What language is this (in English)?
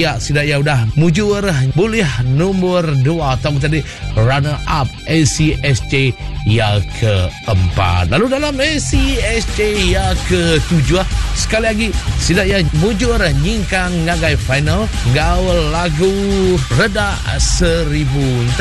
Iban